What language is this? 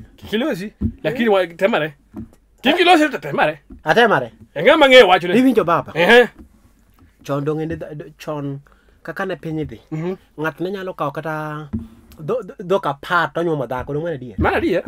Luo (Kenya and Tanzania)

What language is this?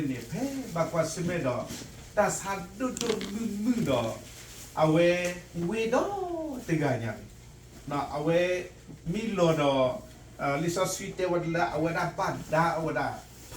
S'gaw Karen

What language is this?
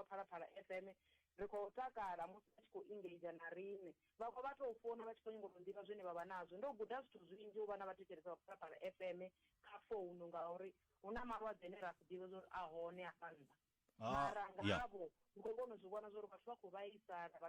Venda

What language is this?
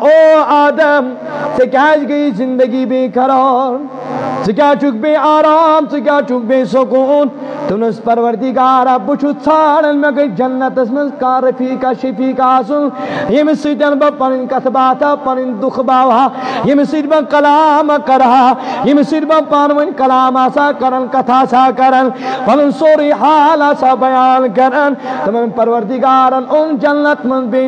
Kashmiri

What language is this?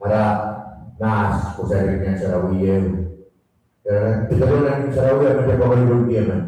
Pohnpeian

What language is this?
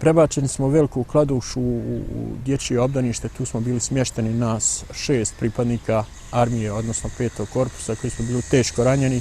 Bosnian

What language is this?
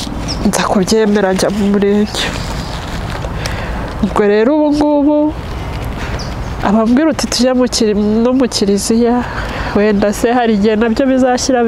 Kinyarwanda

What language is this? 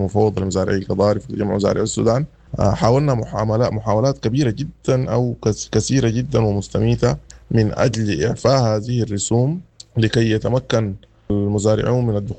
Sudanese Arabic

